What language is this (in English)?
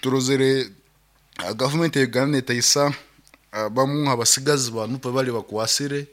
Nyankole